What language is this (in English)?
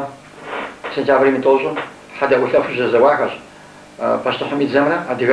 Kabardian